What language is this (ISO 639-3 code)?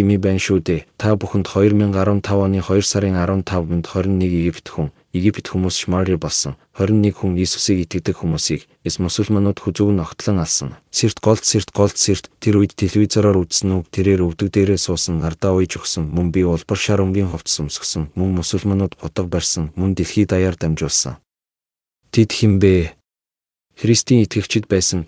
mon